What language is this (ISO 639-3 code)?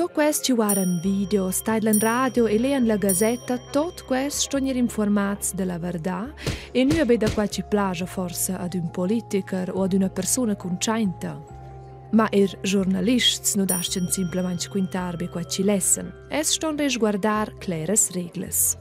roh